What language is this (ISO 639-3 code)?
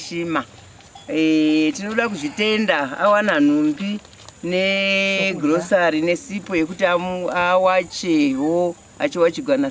sna